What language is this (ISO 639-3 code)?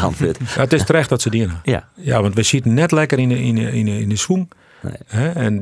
fry